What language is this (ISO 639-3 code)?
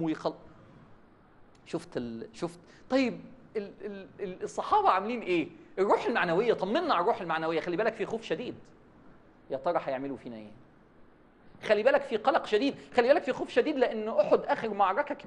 arz